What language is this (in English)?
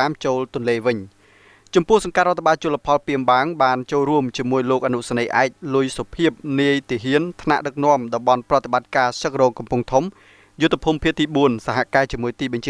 Khmer